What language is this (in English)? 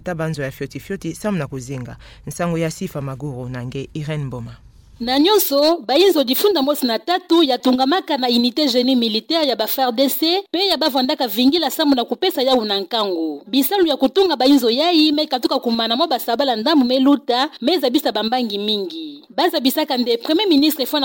Kituba (Democratic Republic of Congo)